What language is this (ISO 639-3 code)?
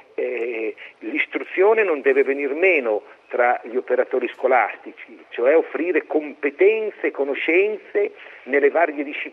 ita